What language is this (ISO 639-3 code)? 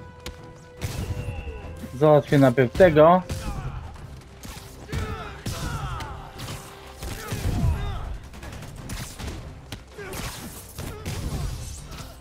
pol